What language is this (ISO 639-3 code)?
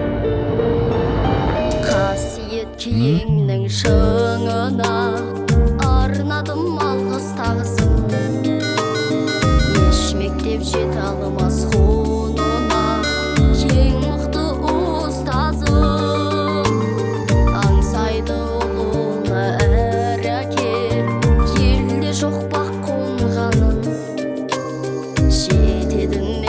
kaz